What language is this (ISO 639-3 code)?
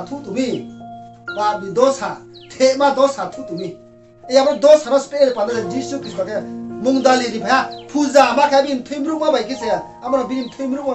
ria